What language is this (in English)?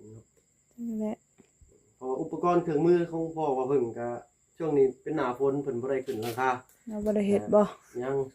Lao